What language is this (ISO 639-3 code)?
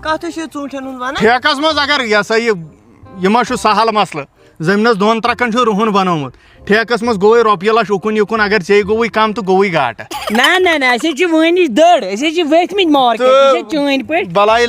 kas